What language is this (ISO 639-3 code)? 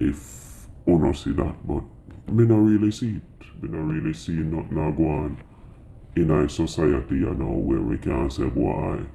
jam